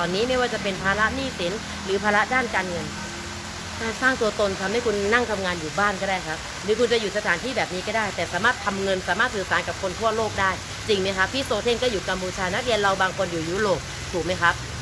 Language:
Thai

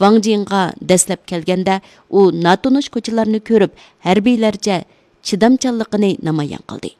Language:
Uyghur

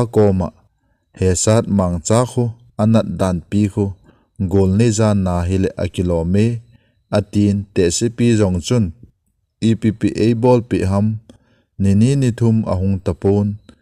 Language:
Thado Chin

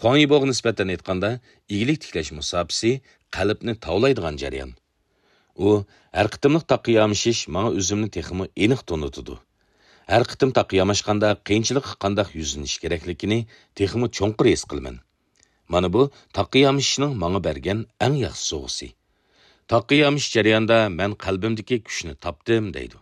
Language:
Uyghur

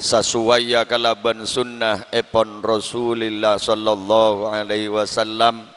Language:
Madurese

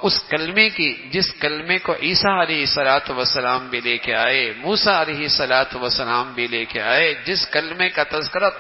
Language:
Urdu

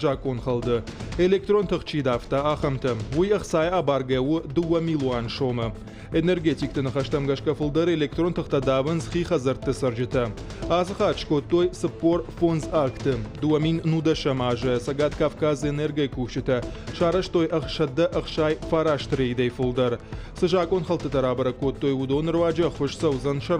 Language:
Ossetic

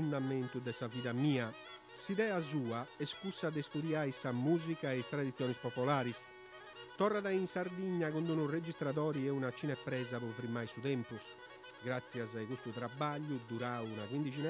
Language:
Sardinian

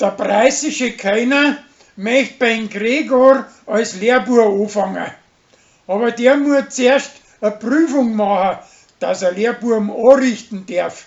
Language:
Bavarian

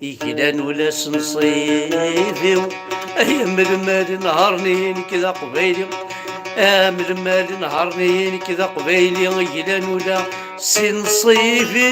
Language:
Kabyle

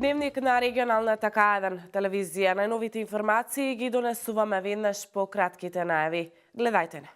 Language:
Macedonian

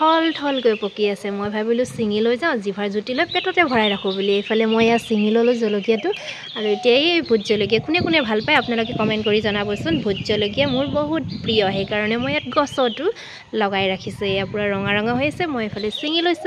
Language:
Assamese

